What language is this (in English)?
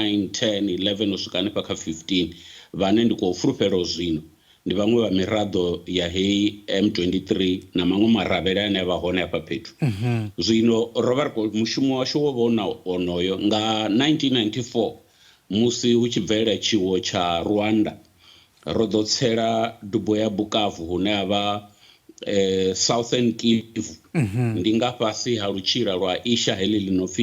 Venda